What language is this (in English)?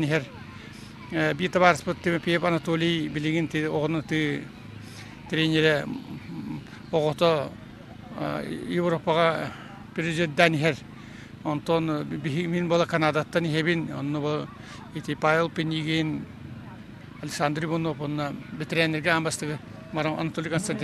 Yakut